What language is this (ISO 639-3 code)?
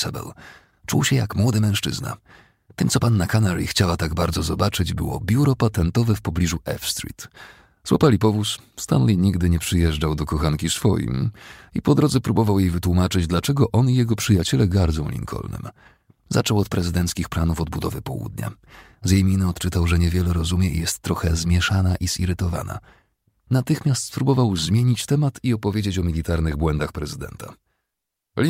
pol